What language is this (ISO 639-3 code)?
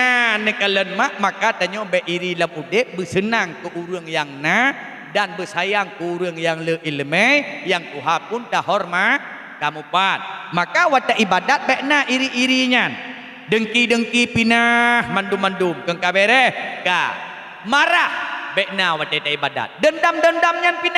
ace